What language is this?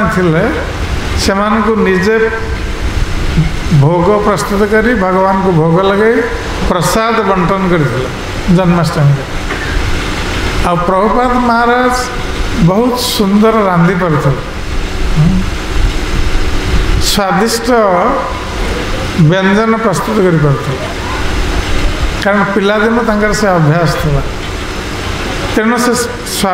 Odia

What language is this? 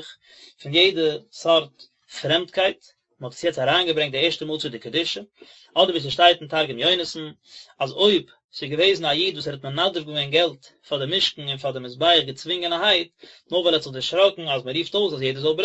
Yiddish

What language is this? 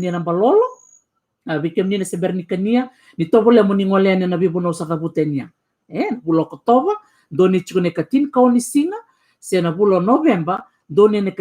Fijian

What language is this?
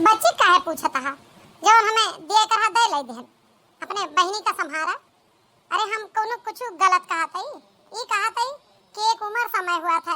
Awadhi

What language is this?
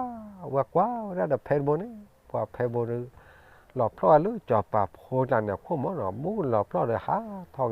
S'gaw Karen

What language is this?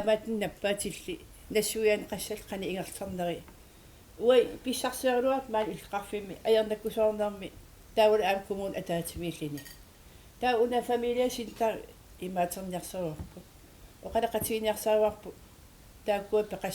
Kalaallisut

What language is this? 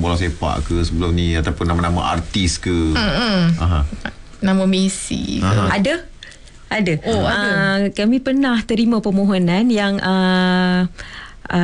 Malay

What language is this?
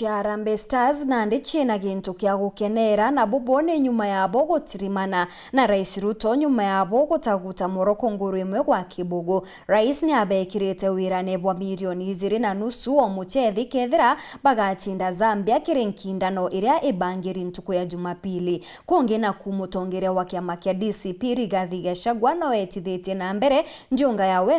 Meru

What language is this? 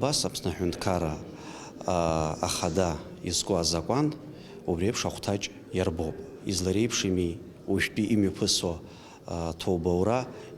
Abkhazian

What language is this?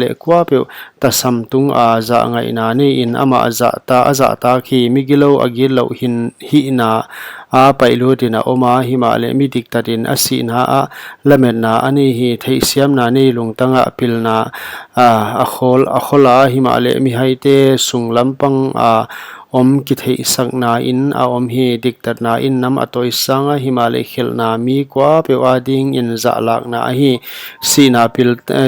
Paite Chin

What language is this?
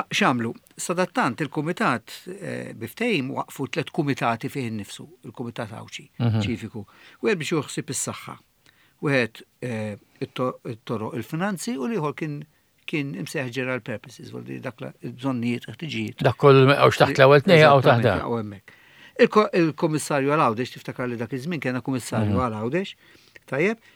Maltese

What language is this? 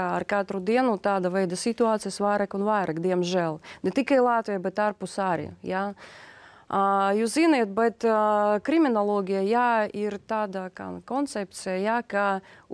Latvian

